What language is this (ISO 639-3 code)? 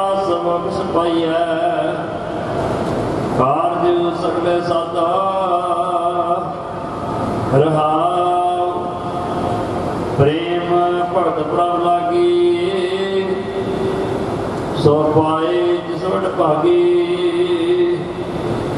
pan